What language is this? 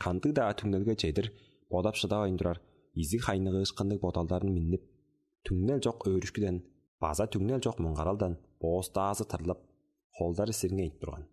Tuvinian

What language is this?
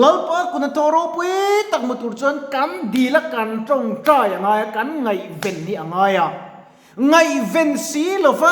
Mizo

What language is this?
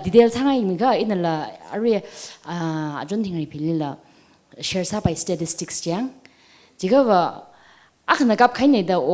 Tangkhul Naga (India)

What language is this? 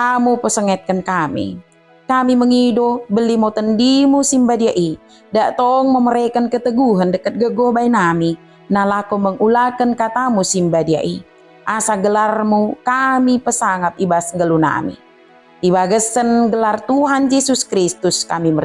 Batak Dairi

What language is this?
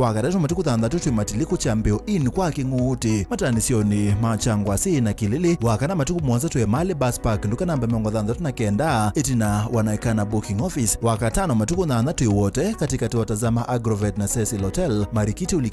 Kamba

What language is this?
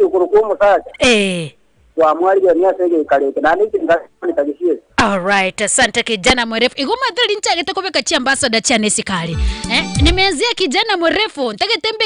Gusii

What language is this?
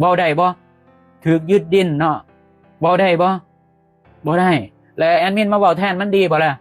Lao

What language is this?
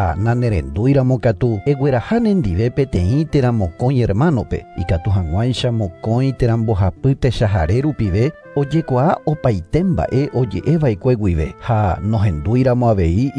Guarani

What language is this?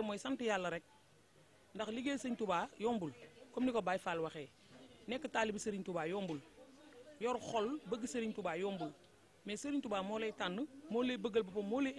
Wolof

